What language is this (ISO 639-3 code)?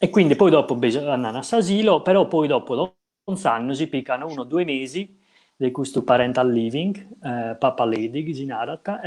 srd